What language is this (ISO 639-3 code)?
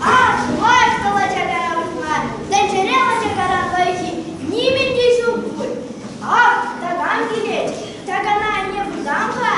chv